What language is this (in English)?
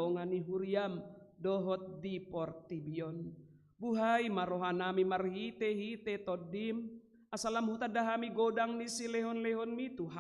Batak Toba